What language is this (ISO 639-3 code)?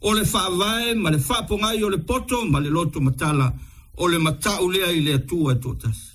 smo